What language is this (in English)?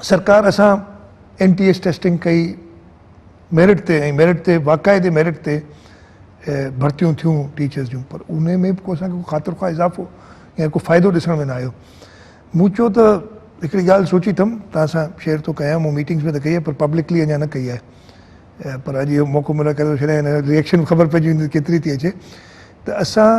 Sindhi